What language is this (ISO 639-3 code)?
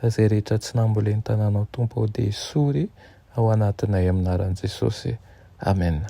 mlg